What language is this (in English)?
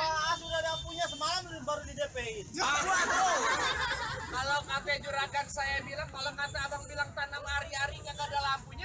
Betawi